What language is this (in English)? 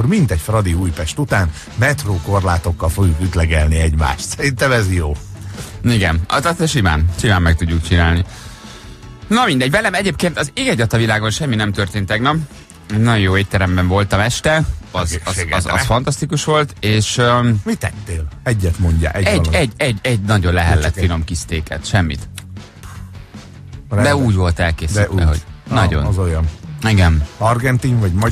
Hungarian